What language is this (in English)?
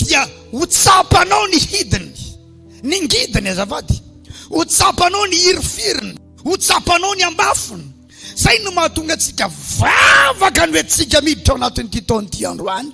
Malagasy